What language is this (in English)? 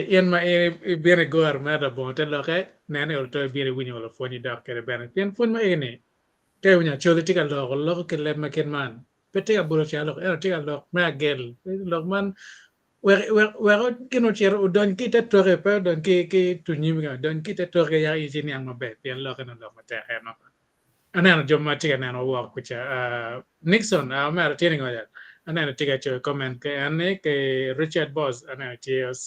Acoli